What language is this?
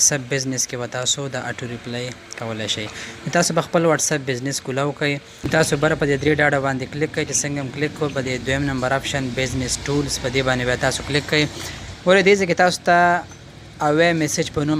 Pashto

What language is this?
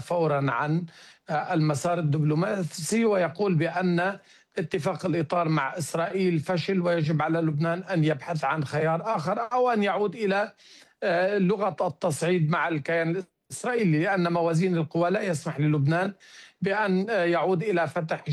Arabic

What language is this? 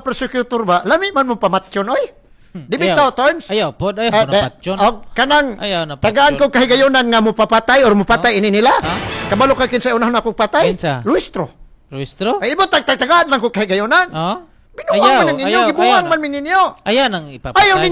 Cebuano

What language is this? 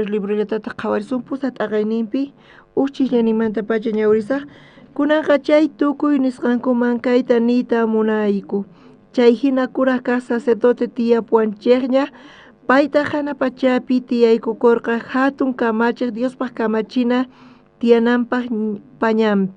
South Bolivian Quechua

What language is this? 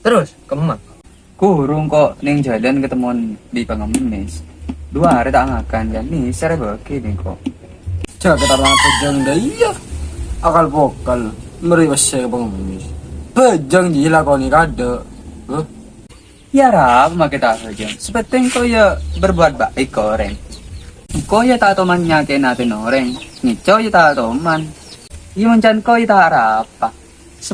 Madurese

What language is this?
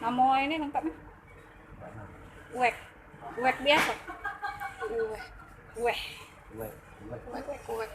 Musi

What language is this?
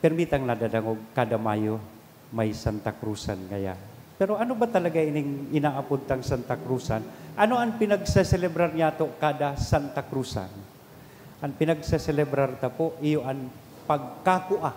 Bikol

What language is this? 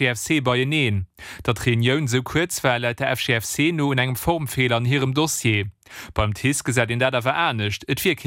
Luxembourgish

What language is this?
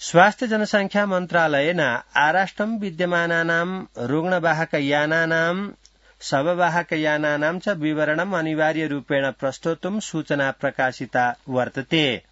Sanskrit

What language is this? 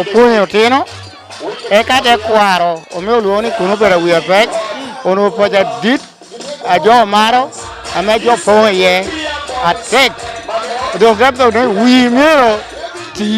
Lango (Uganda)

